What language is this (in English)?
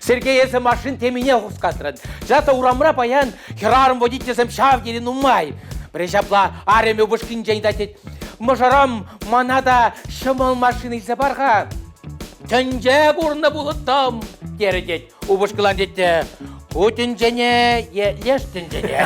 Chuvash